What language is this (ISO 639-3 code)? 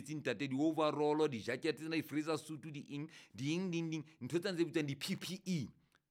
sot